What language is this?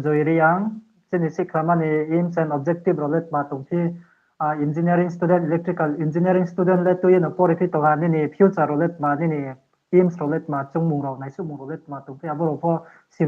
Riang (India)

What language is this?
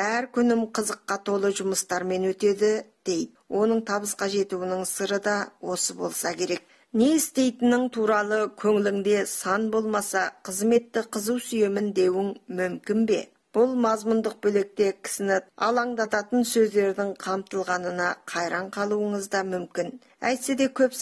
Kazakh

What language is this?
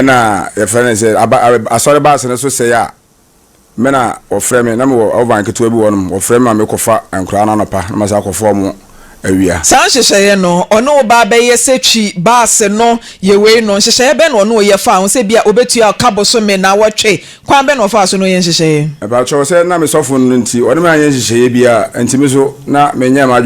Akan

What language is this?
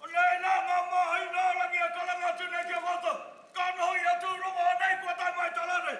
Māori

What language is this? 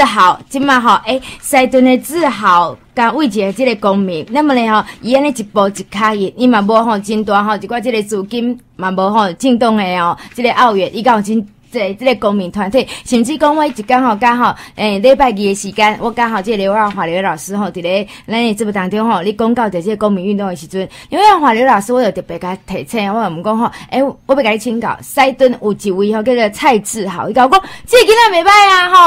Chinese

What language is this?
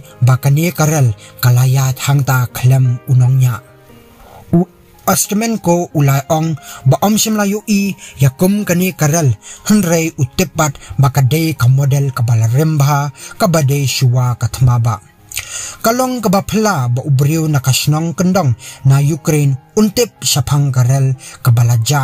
Khasi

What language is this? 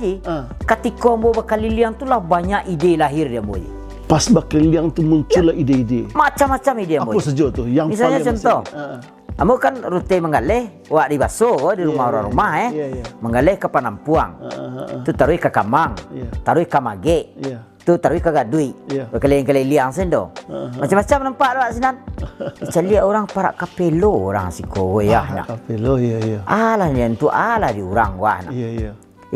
Minangkabau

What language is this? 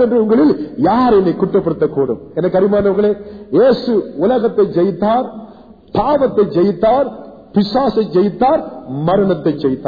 Tamil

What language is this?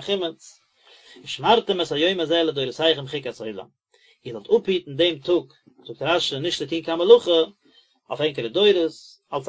Yiddish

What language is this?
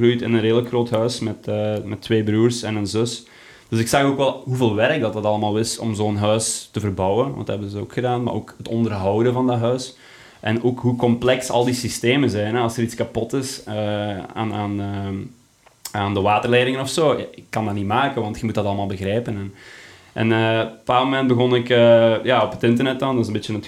Dutch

